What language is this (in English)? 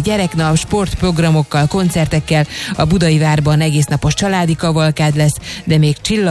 Hungarian